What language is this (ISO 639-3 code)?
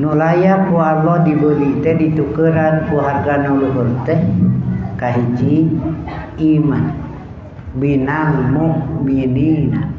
sun